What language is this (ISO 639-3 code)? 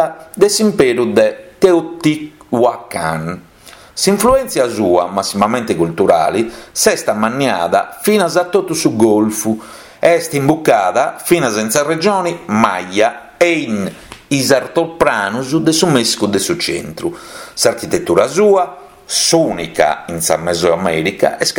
srd